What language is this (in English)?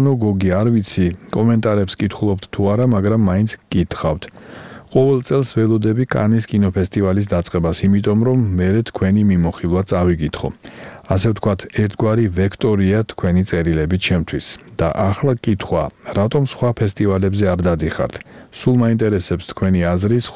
Georgian